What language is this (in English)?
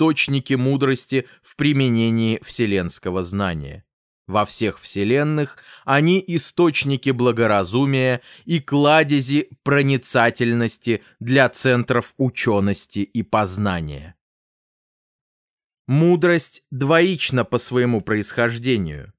Russian